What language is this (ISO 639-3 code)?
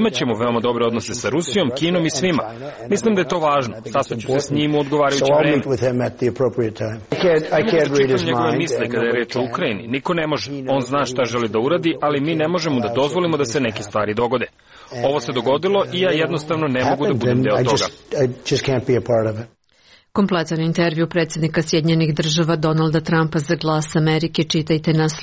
srp